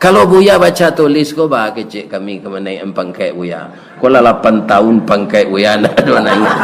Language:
Minangkabau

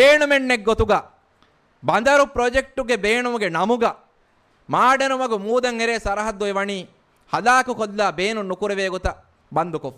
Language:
Divehi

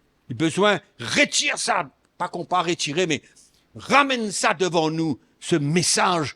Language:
Morisyen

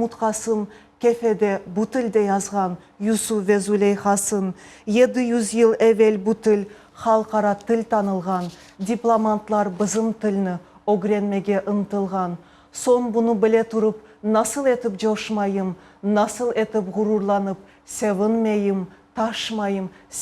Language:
Crimean Tatar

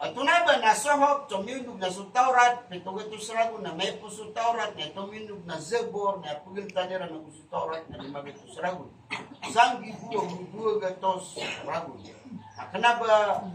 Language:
Maranao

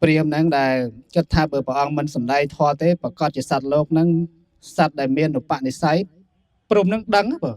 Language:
Khmer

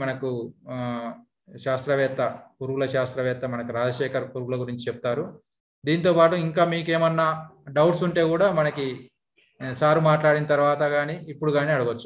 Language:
Telugu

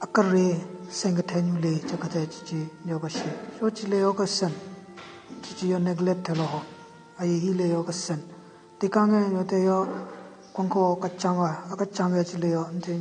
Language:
Southern Rengma Naga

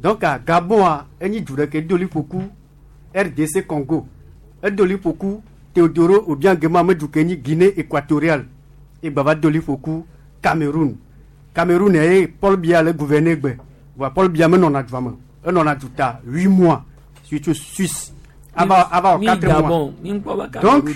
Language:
Gen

